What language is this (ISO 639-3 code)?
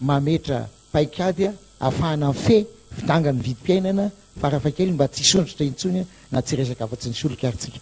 mlg